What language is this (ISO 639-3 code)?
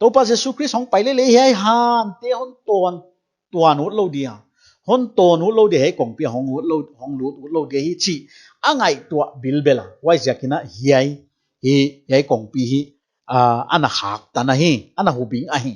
pck